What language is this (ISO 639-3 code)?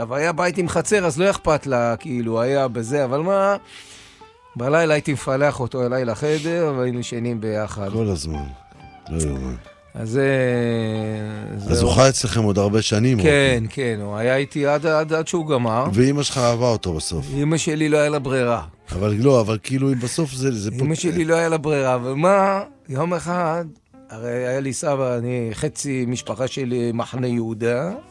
heb